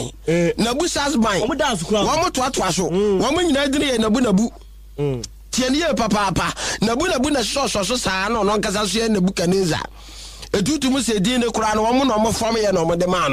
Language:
Akan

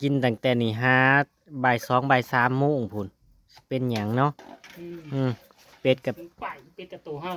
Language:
Northeastern Thai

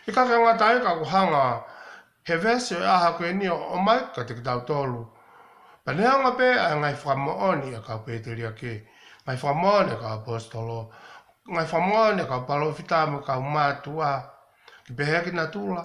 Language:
Tongan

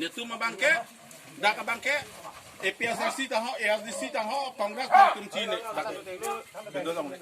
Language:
Karbi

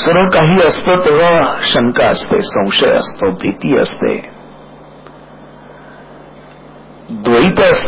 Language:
Marathi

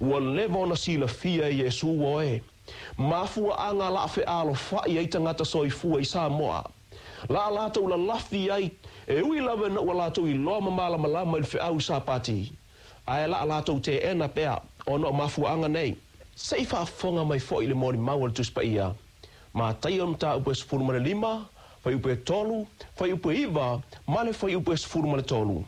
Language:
Samoan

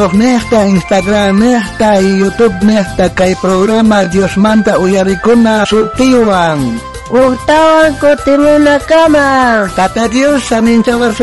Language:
South Bolivian Quechua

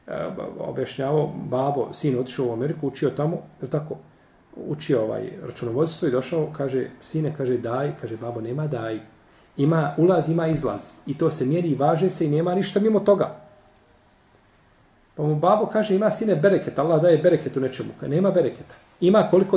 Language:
Bosnian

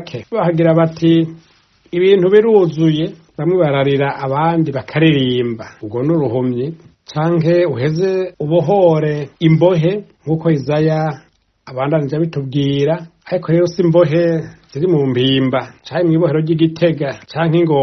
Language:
Rundi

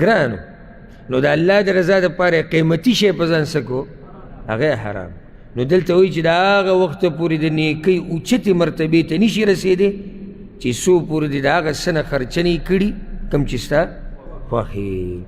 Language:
Pashto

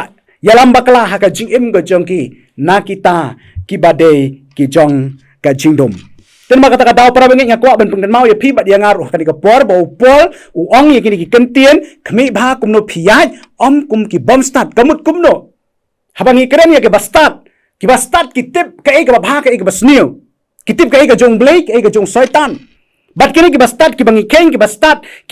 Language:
Khasi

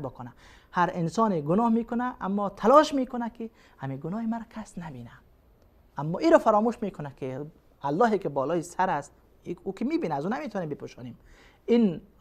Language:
Persian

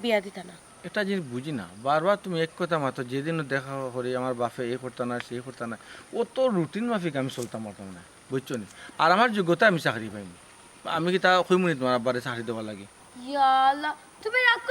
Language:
Sylheti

